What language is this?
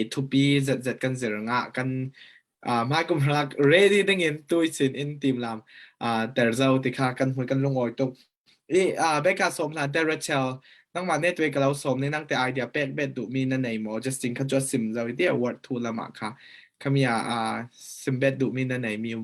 Falam Chin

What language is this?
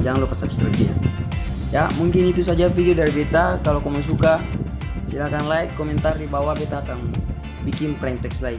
Ambonese Malay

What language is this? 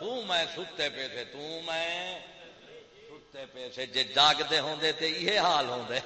Saraiki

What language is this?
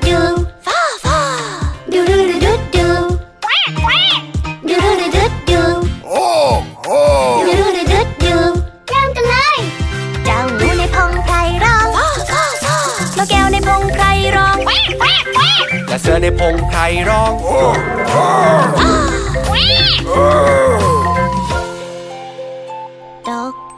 Thai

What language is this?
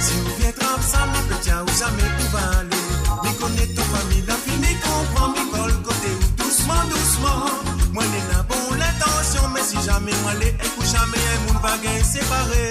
Morisyen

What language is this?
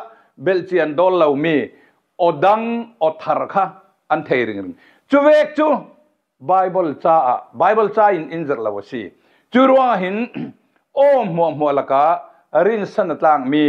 Falam Chin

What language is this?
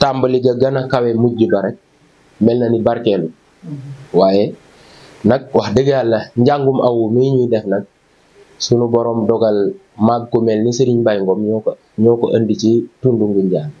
Wolof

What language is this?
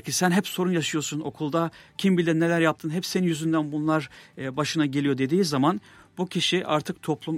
Turkish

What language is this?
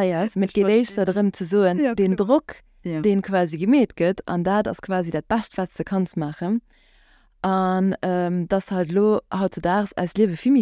Luxembourgish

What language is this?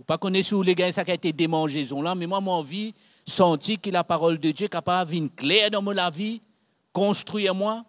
Morisyen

